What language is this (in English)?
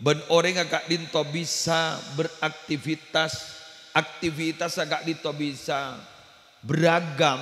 Madurese